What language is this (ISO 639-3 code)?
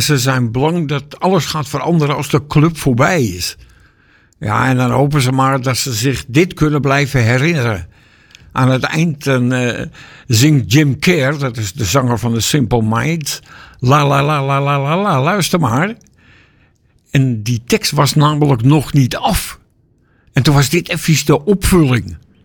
nld